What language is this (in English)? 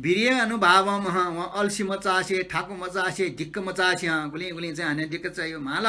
Newari